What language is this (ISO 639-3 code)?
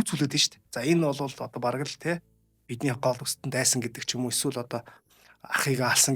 mon